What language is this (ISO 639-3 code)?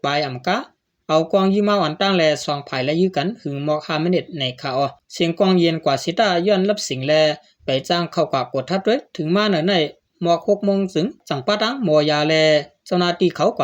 shn